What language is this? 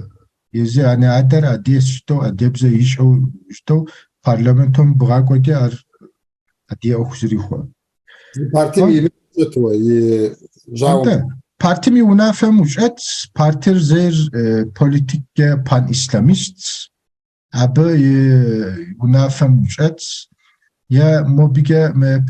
Kabardian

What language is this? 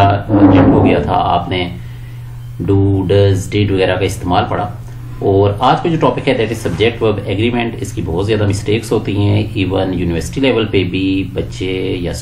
Hindi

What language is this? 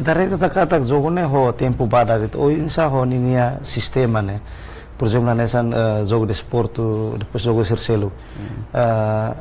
Tetum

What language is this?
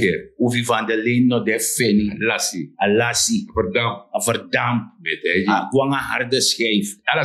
Sranan Tongo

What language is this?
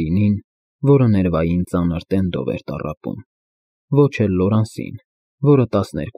Armenian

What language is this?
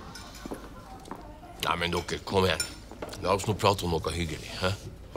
Norwegian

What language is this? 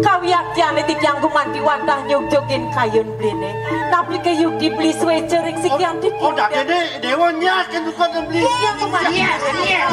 Balinese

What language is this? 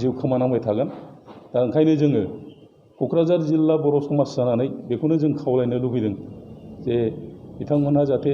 Bodo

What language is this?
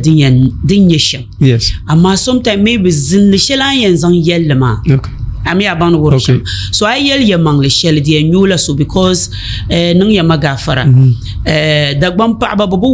Dagbani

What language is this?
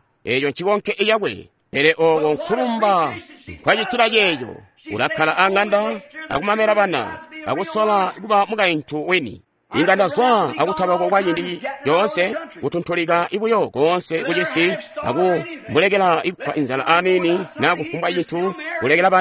Tonga (Zambia)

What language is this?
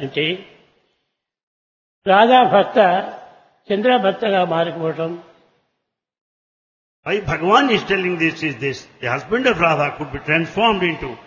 Telugu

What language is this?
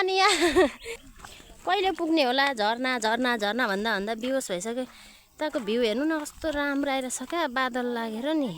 Nepali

